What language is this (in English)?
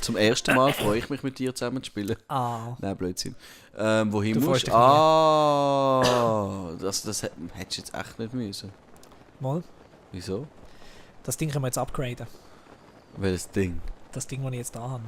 Swiss German